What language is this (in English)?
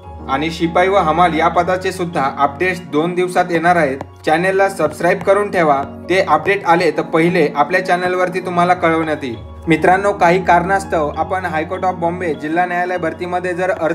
Marathi